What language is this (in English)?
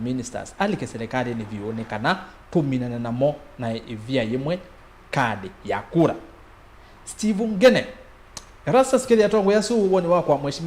Kamba